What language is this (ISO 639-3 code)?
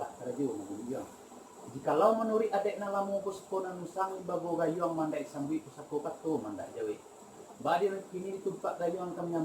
min